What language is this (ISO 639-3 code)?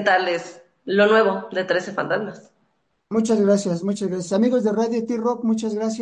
spa